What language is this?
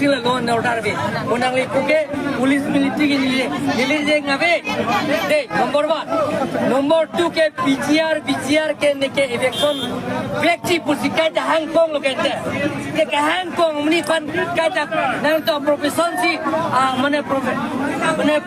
Karbi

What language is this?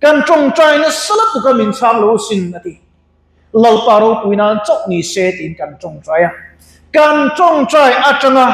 Mizo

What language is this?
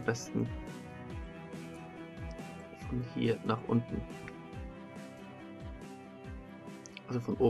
German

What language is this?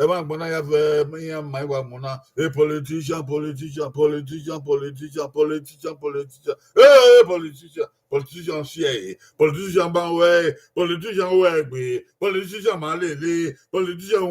Bini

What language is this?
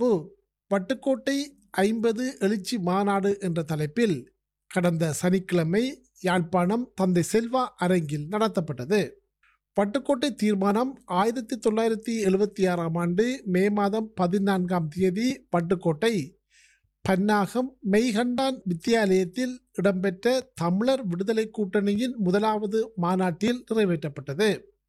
Tamil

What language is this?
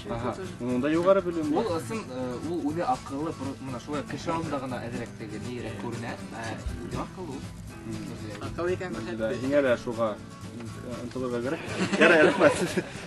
Bashkir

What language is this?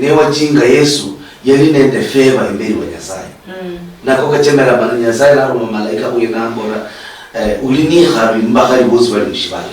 Luyia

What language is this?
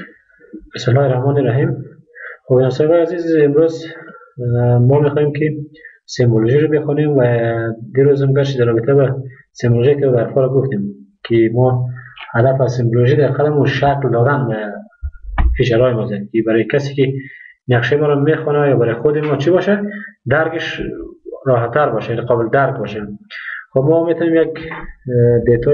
Persian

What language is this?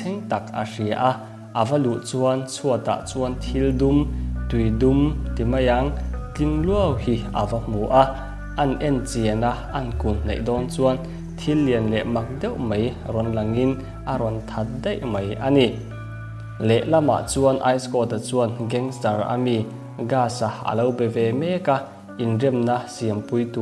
Mizo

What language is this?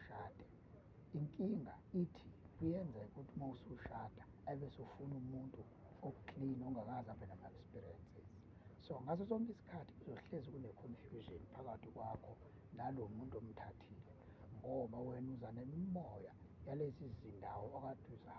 Zulu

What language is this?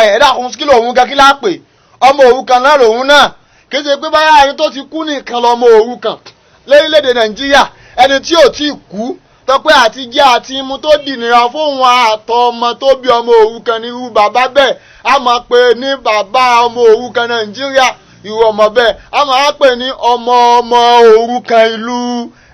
Yoruba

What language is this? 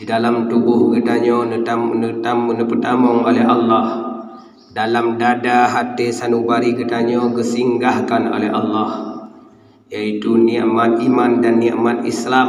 Achinese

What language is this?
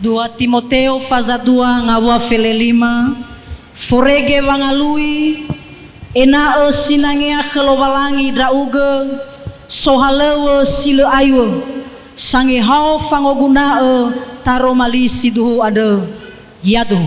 Nias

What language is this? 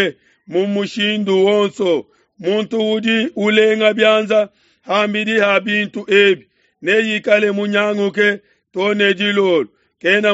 Luba-Lulua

